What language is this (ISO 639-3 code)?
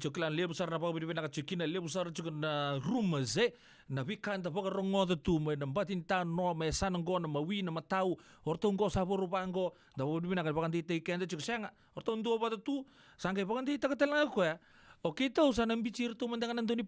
fij